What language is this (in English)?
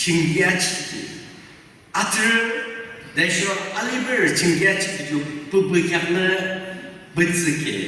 Yimchungru Naga